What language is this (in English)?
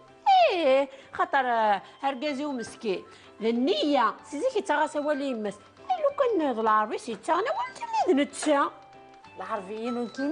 Kabyle